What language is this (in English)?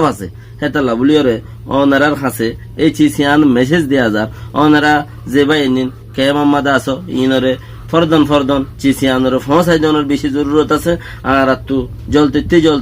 Rohingya